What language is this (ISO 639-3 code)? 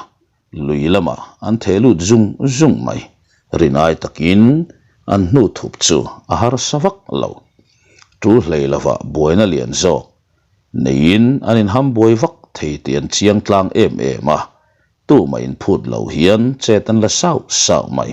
lus